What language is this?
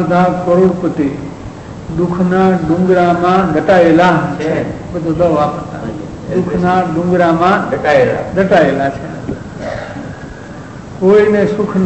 Gujarati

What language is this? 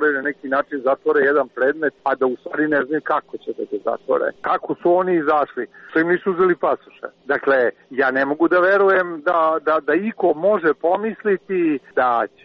Serbian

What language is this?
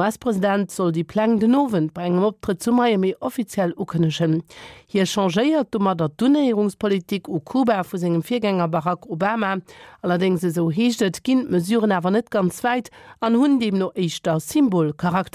Luxembourgish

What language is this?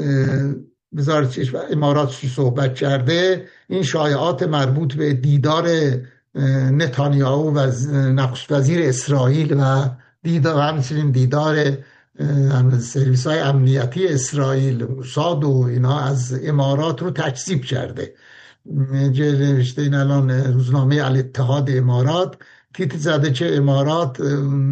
Persian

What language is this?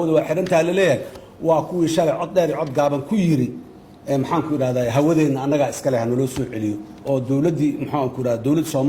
Somali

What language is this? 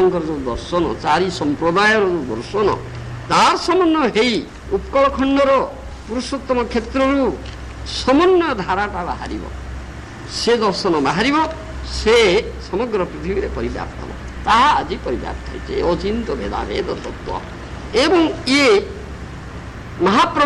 Odia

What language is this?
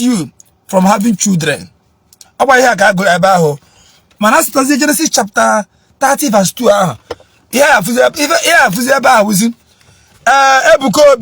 Igbo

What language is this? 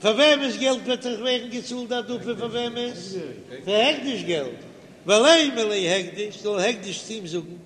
Yiddish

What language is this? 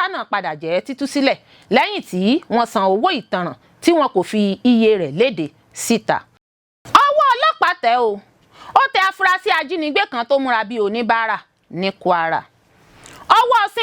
Yoruba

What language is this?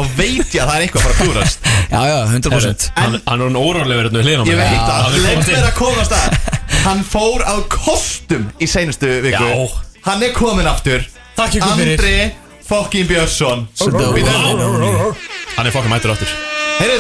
Icelandic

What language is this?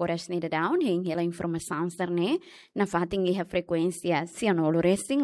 Tetum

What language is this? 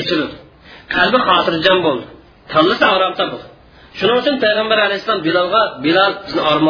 Uyghur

